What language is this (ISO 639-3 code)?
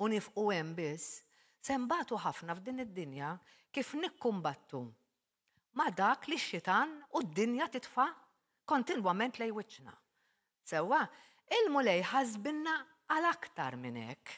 mlt